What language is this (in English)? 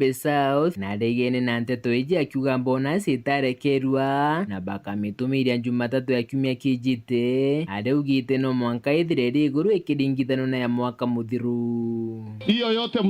Meru